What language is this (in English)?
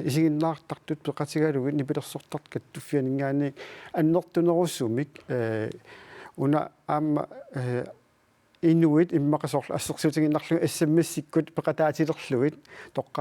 Kalaallisut